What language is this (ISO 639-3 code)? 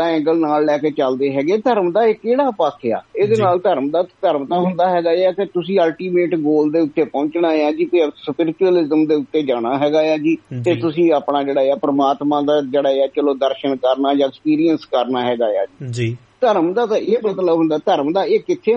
pan